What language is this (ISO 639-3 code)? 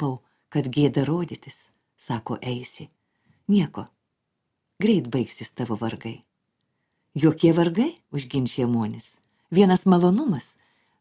lit